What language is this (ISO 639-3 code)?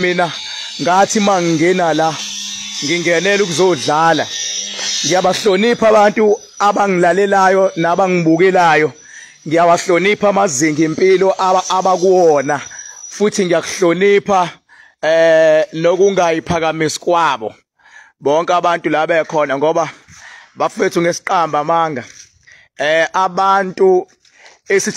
zul